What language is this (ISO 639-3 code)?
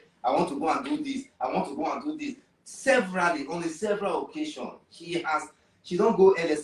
pcm